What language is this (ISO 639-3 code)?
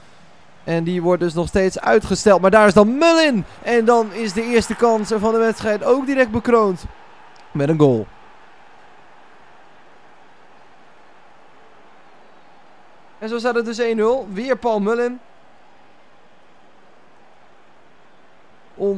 nld